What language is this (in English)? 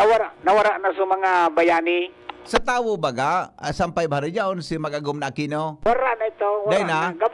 Bikol